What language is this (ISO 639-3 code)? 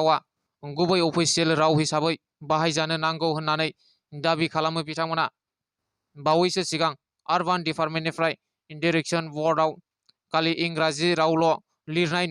brx